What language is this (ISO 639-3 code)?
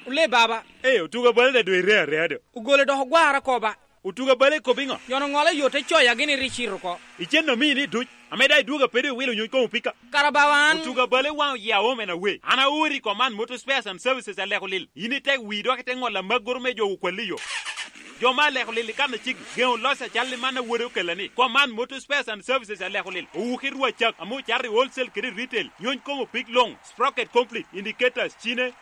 laj